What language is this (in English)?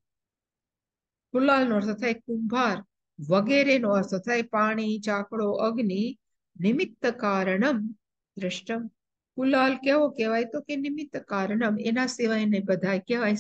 Gujarati